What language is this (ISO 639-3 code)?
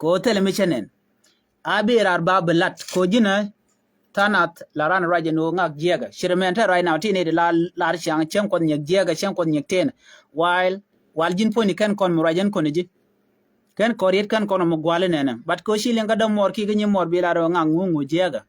nus